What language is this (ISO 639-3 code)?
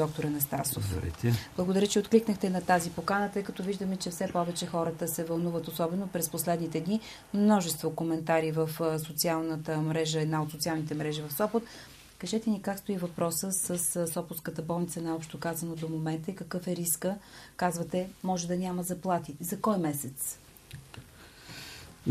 bul